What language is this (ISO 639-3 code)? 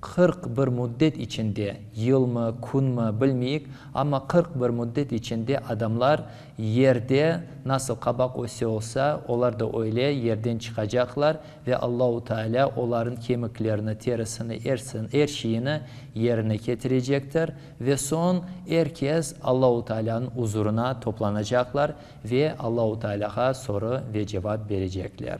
crh